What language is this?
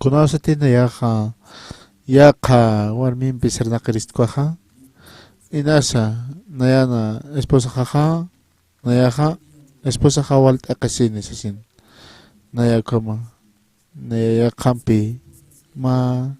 Aymara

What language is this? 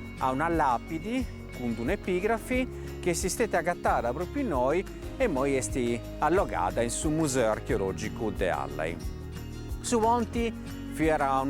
Sardinian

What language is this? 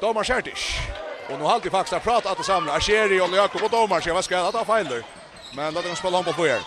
Faroese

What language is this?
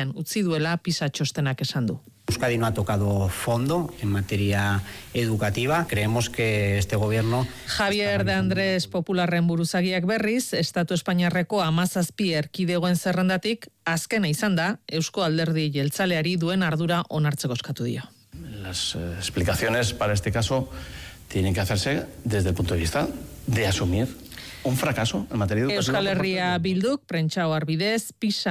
Basque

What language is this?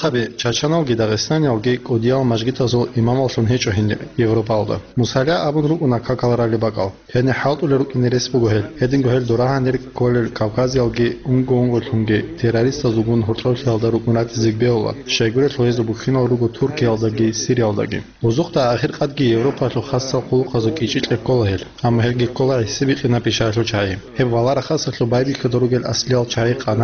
Avaric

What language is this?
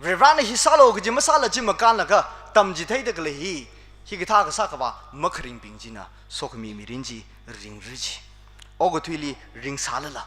Tangkhul Naga (India)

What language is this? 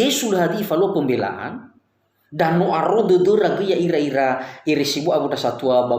Nias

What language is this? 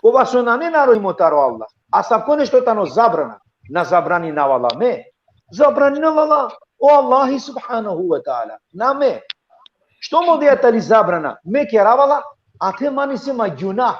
Balkan Romani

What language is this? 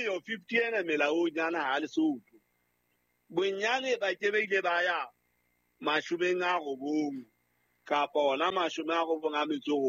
Southern Sotho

